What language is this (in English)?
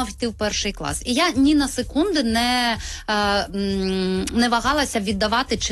Ukrainian